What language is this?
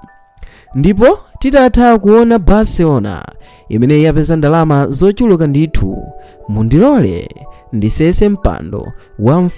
Nyanja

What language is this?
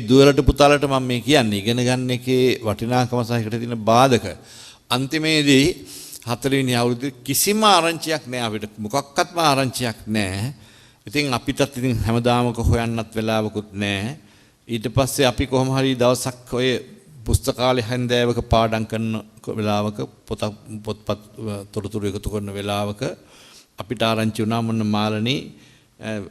Sinhala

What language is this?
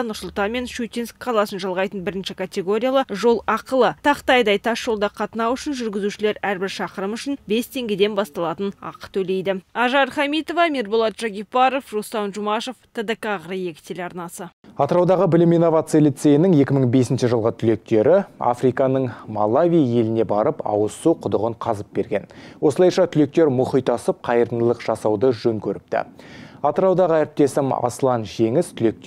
Kazakh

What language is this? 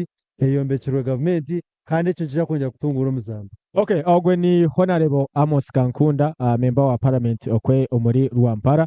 Nyankole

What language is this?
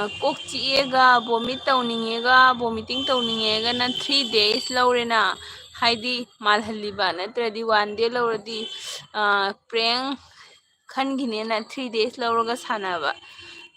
Manipuri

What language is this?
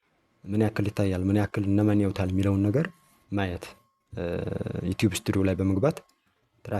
Amharic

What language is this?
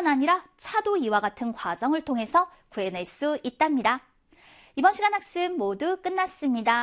Korean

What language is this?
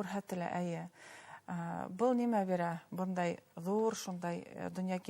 Bashkir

